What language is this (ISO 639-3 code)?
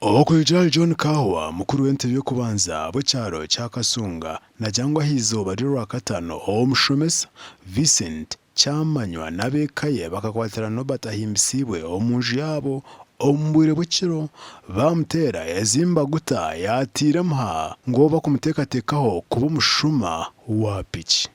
nyn